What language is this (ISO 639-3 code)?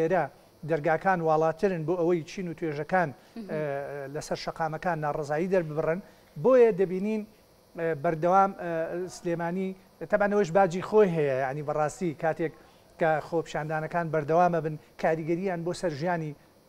ckb